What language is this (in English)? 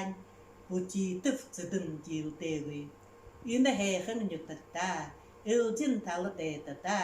Buriat